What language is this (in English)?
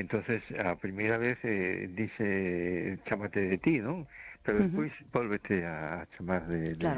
Galician